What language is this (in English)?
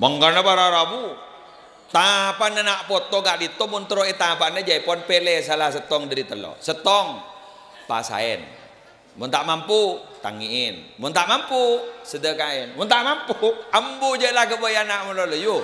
Madurese